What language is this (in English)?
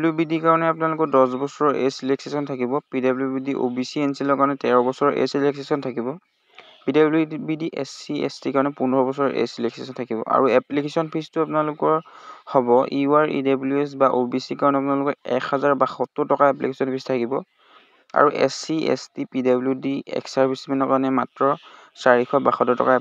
Assamese